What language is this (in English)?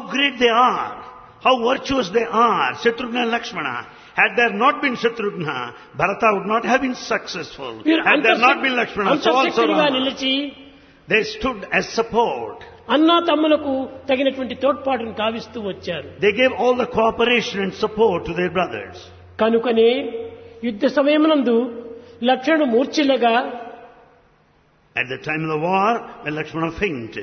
Telugu